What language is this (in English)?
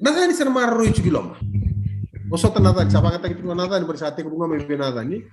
Fijian